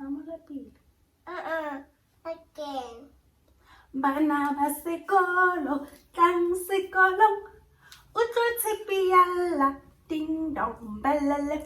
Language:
Tswana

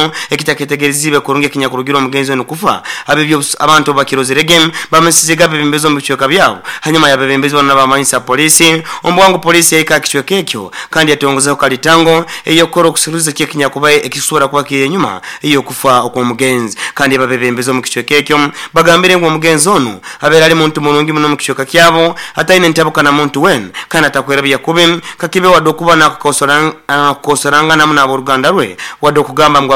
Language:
Nyoro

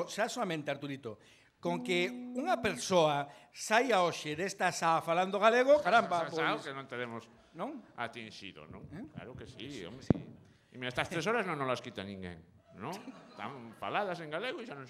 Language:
Galician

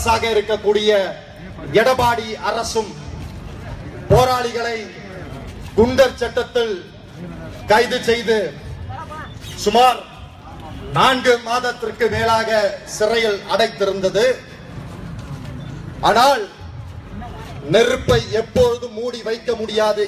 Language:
Tamil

